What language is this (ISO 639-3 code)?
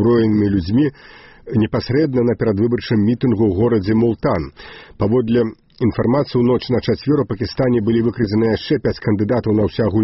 bel